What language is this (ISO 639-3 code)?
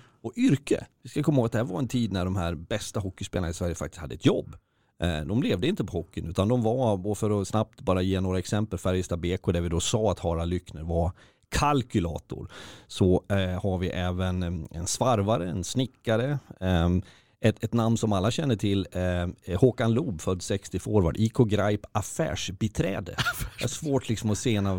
swe